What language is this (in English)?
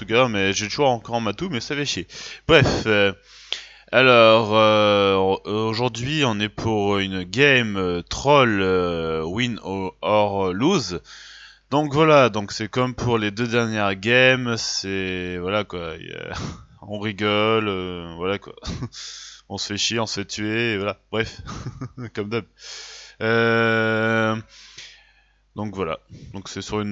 French